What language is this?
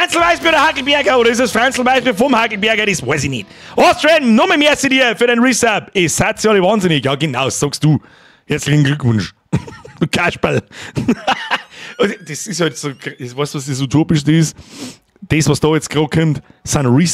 Bavarian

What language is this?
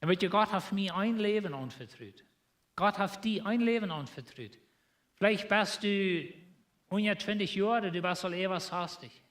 Plautdietsch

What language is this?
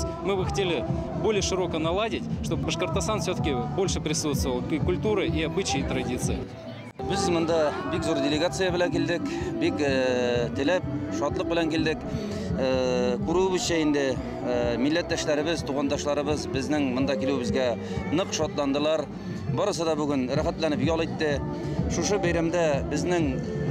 Bashkir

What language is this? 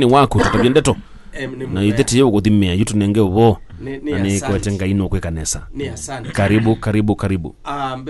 Kamba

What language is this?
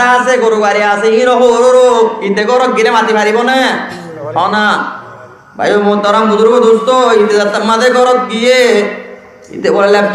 Rohingya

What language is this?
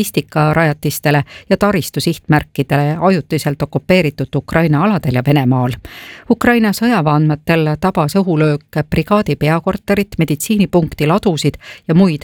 Estonian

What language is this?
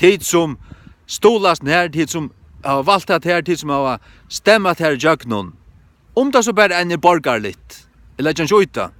Faroese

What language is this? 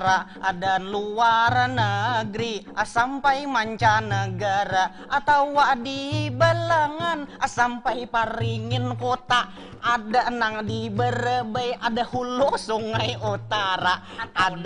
Banjar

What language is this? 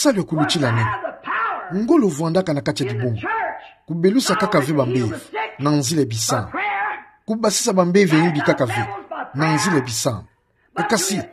Kituba (Democratic Republic of Congo)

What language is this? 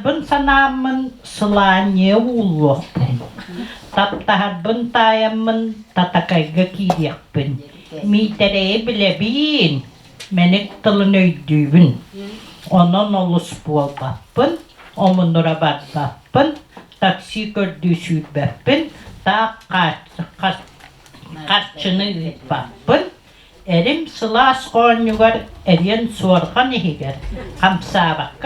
Yakut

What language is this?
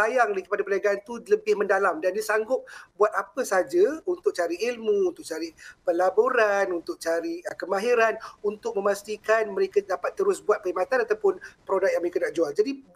Malay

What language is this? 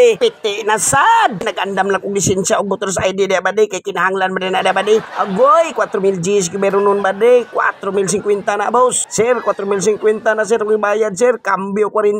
Cebuano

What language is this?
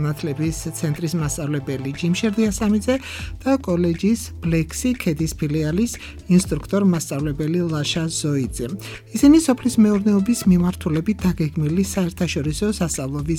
Georgian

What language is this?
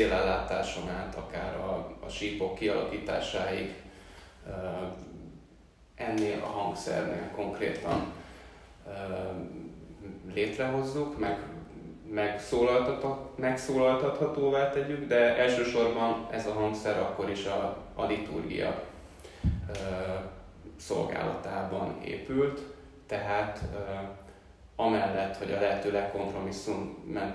Hungarian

